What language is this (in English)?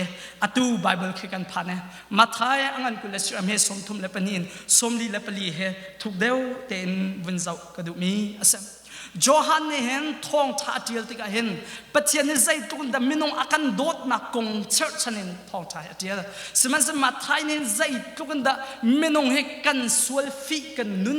Hakha Chin